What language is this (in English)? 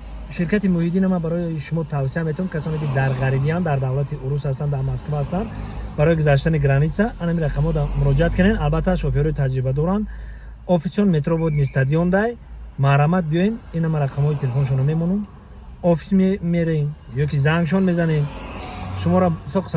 Tajik